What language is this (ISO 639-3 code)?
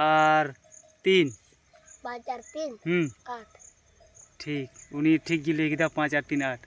sat